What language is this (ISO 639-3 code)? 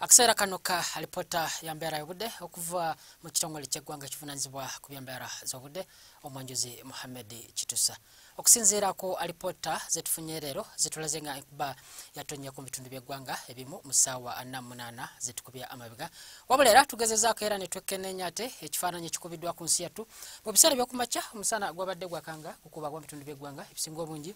lug